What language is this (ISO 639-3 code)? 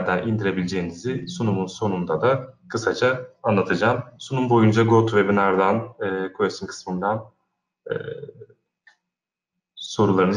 tur